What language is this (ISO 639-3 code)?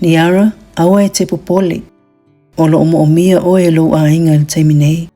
smo